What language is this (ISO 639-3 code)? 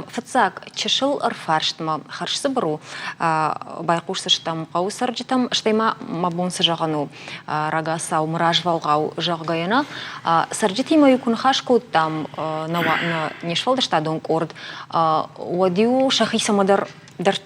oss